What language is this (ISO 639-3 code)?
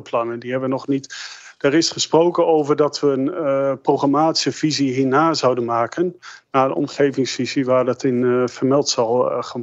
nld